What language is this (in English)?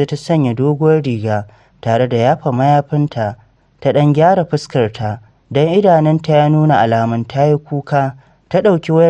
Hausa